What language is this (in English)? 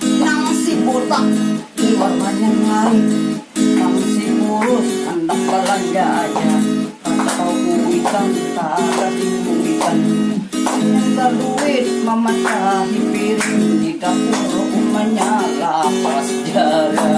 Banjar